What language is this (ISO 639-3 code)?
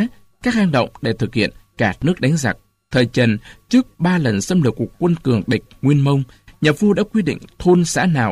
vie